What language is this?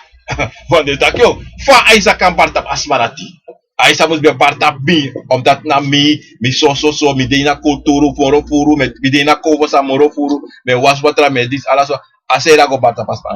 Sranan Tongo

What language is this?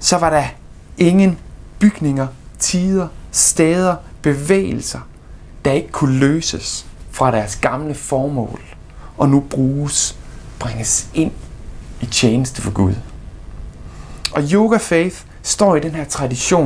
Danish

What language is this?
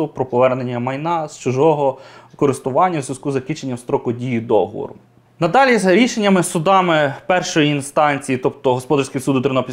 Ukrainian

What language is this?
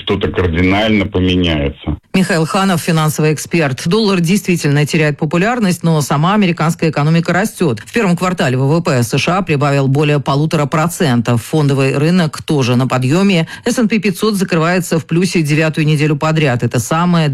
Russian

